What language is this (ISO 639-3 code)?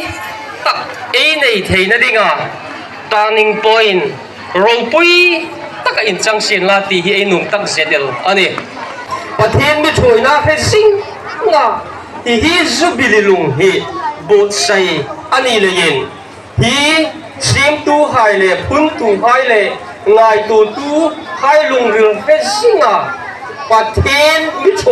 hmr